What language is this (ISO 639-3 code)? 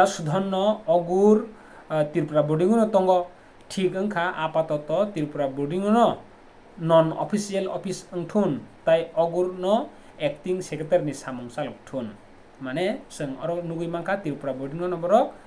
trp